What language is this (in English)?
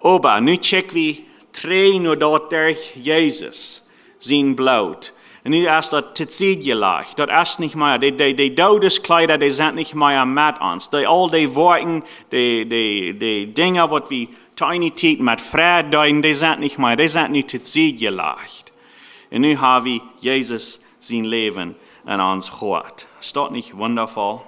Plautdietsch